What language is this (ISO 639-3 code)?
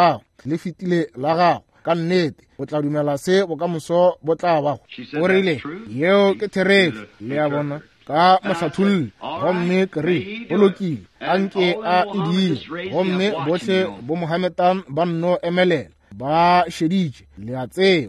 nso